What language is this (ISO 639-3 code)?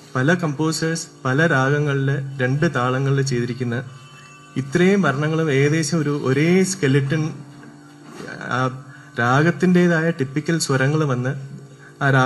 mal